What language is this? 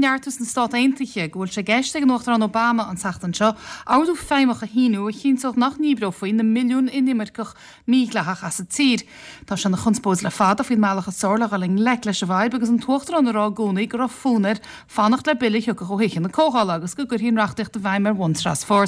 Irish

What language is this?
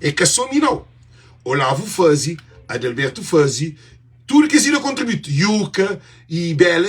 Kabuverdianu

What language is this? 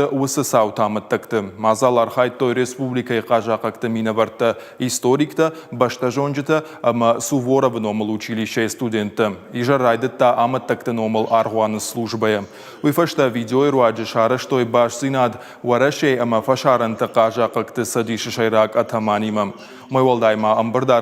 Ossetic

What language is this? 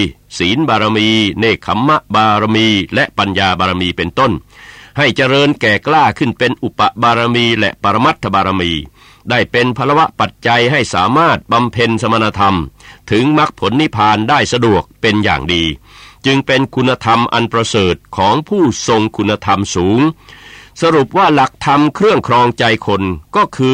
Thai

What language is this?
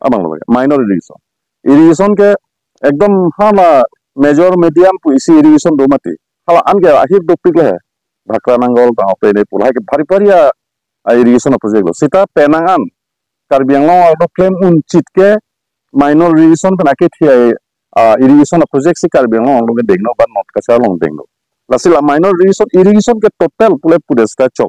Karbi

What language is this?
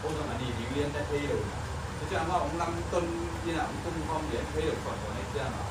Tedim Chin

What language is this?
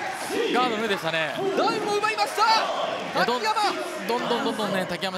Japanese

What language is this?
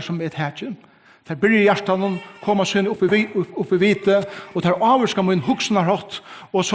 Faroese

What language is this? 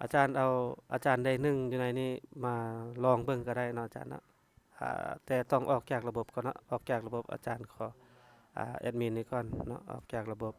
Lao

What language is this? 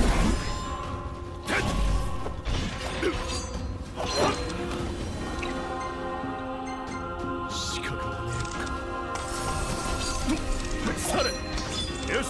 Japanese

